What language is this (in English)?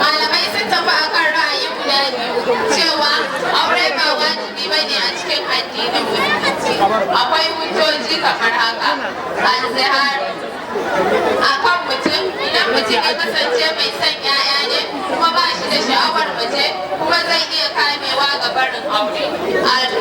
Hausa